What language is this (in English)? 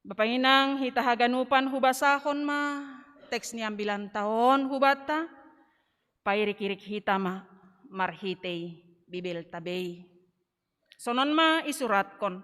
Batak Simalungun